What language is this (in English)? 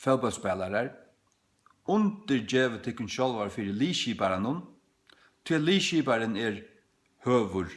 Faroese